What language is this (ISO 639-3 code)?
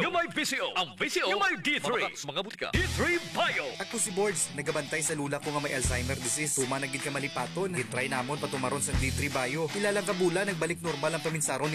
hil